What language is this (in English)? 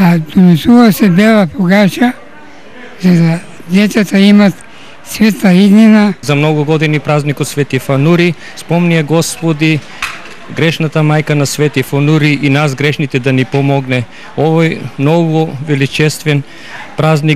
Macedonian